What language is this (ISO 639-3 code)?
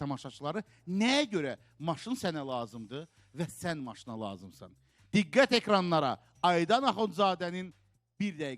aze